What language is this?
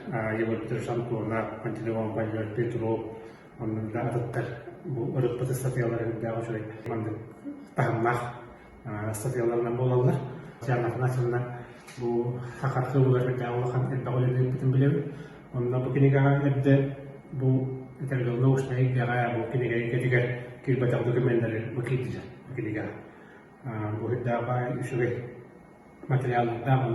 Yakut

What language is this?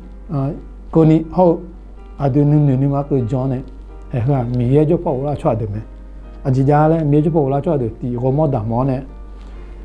Akha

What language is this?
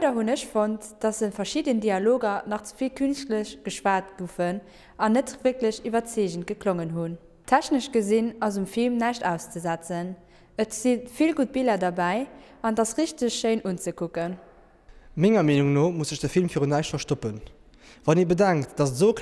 Luxembourgish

